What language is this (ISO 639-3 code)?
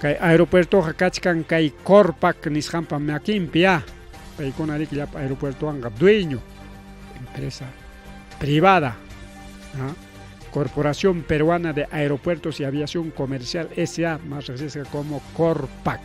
quy